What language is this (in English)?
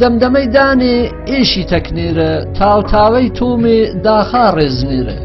Gurani